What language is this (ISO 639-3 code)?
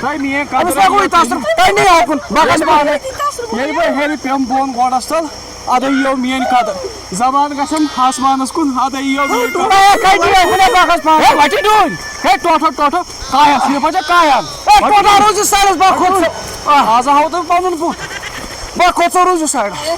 kas